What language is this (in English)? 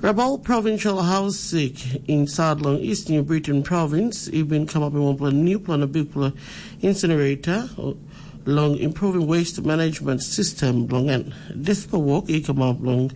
Tok Pisin